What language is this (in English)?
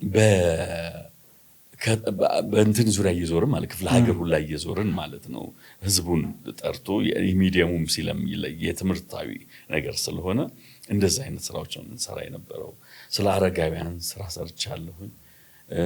Amharic